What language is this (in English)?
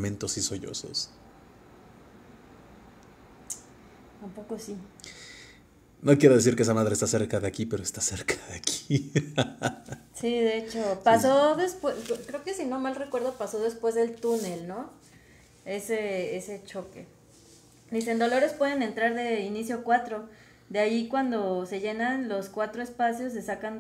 Spanish